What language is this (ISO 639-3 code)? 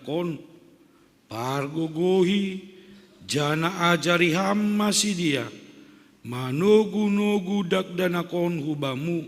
bts